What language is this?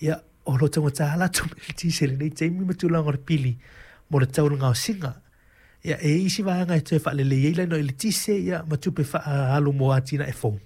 Samoan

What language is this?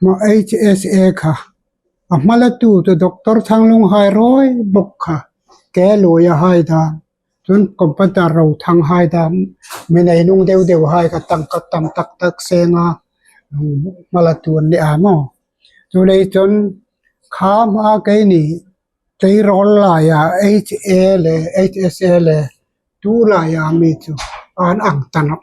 Hmar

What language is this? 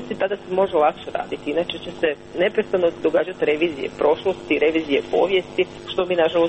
Croatian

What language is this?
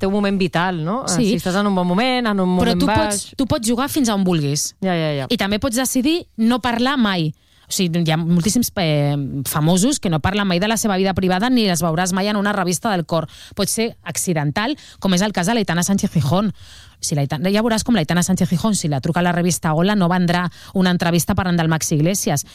Catalan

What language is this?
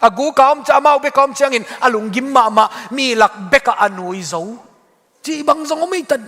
Tedim Chin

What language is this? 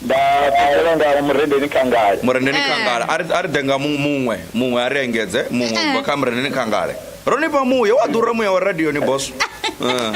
Venda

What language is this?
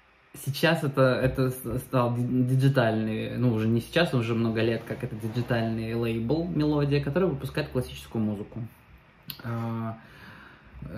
Russian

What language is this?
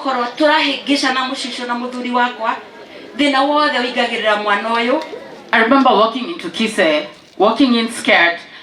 Kikuyu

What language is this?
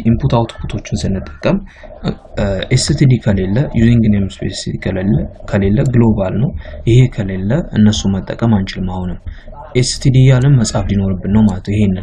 Amharic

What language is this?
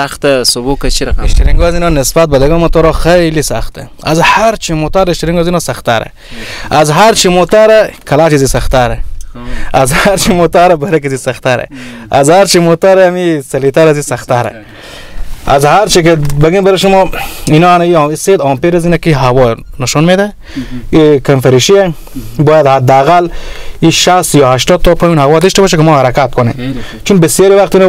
Persian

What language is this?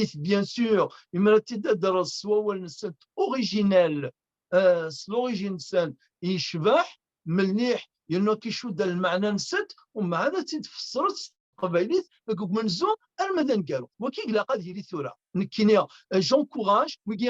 Kabyle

